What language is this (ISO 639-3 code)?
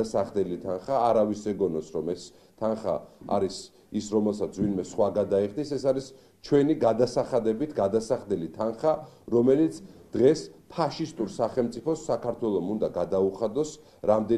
kat